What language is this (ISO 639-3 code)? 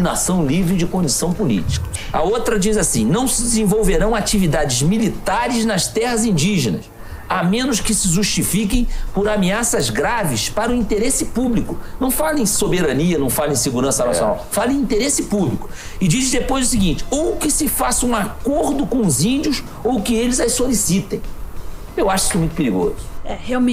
por